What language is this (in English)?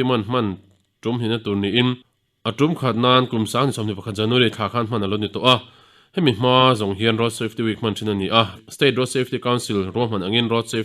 Mizo